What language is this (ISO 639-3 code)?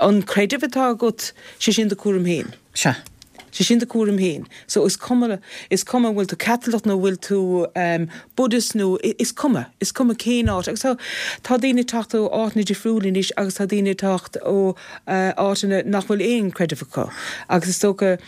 gle